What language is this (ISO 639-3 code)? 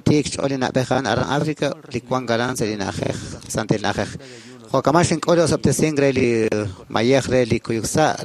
kek